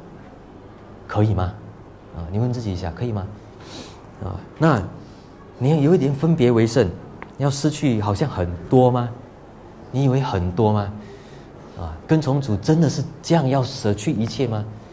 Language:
Chinese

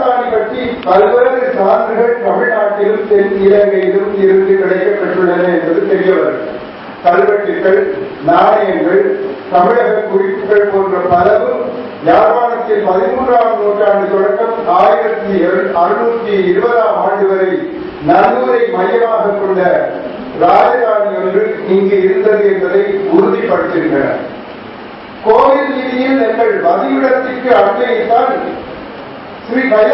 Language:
Tamil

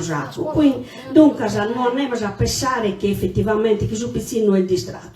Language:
Sardinian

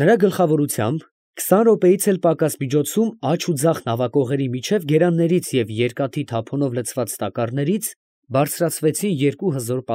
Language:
Armenian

